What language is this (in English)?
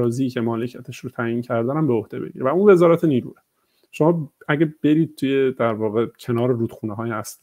Persian